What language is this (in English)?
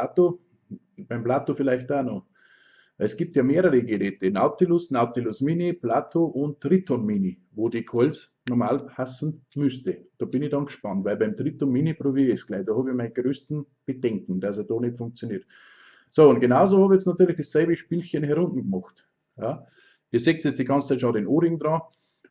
Bavarian